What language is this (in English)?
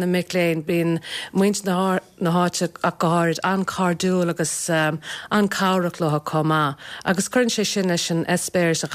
Irish